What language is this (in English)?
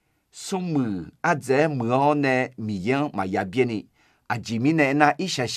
Akha